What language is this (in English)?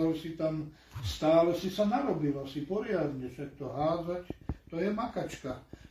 Slovak